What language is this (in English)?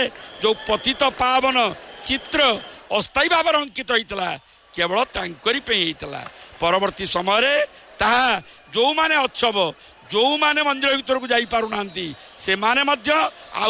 Odia